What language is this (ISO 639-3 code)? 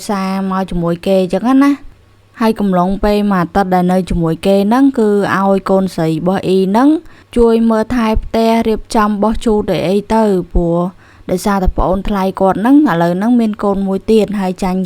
khm